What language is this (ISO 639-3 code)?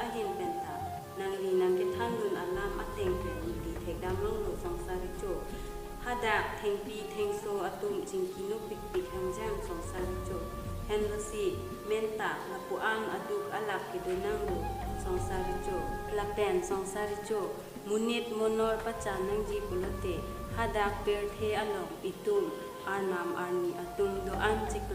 mjw